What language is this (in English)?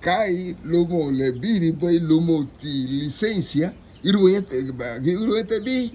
Garifuna